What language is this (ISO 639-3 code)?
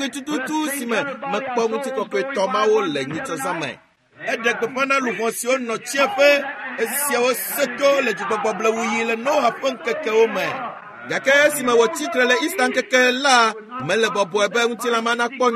ewe